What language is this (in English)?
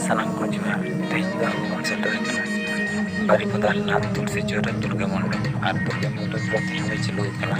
Santali